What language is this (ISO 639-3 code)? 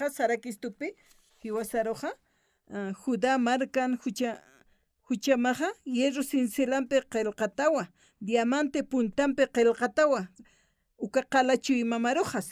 aym